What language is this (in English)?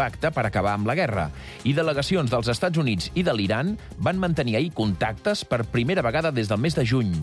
Catalan